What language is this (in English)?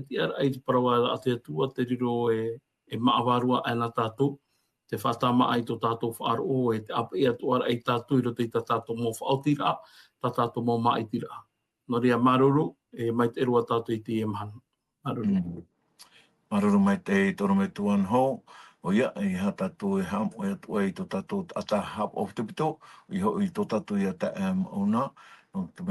Tahitian